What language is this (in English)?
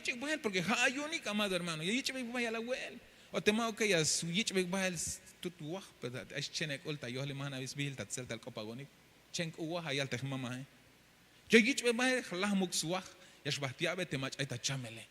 Tzeltal